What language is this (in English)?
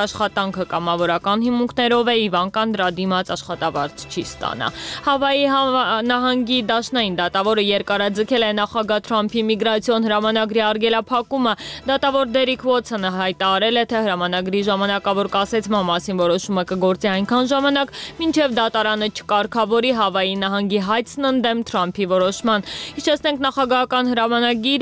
Armenian